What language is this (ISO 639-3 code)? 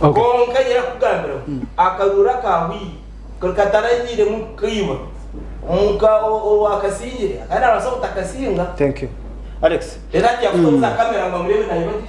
nyn